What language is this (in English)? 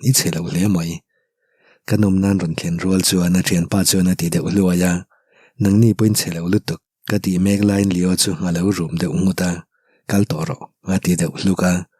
Mizo